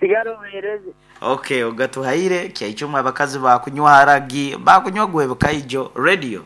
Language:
Nyoro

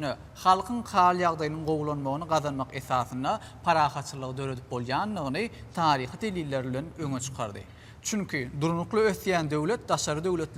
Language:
Turkmen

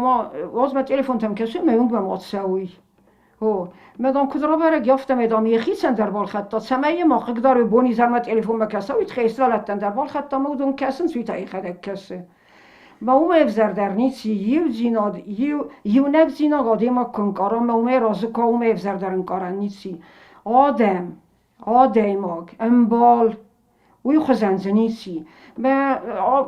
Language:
Ossetic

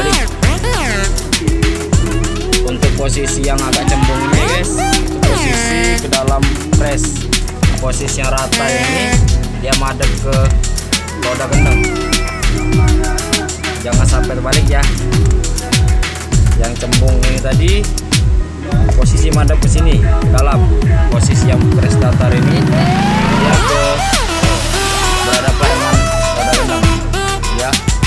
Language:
Indonesian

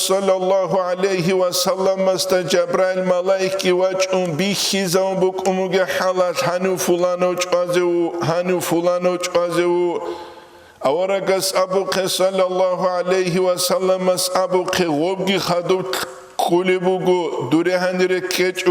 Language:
Avaric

